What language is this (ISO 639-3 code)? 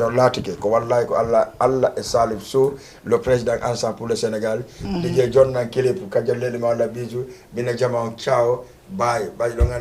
ful